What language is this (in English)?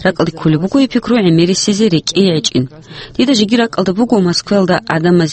Avaric